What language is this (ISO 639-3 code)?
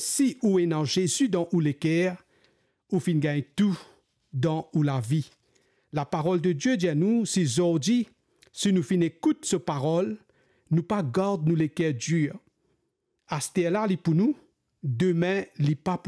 mfe